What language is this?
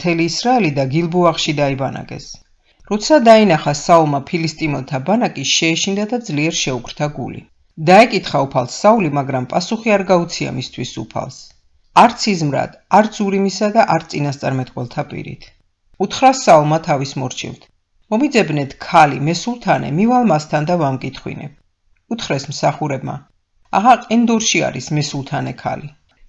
Georgian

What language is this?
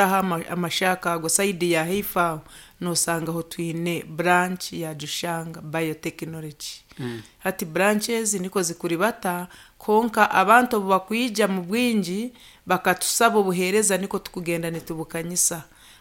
Nyankole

